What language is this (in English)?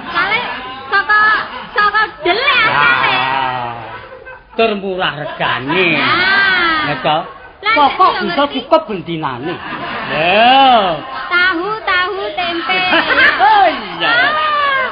Javanese